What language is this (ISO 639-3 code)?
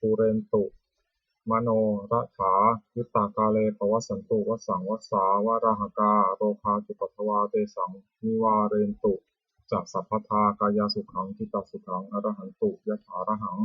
pli